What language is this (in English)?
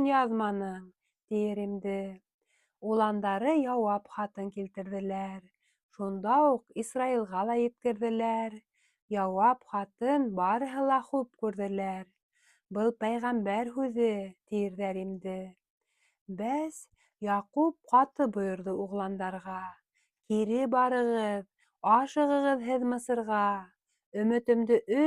Bashkir